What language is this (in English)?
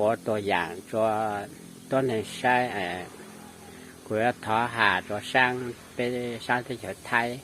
Hmong